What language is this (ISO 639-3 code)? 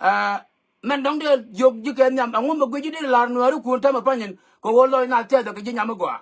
nus